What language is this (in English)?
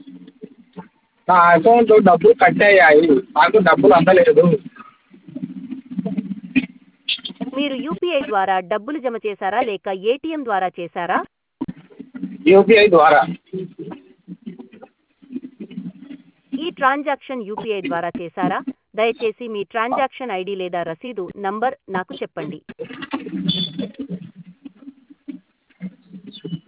Telugu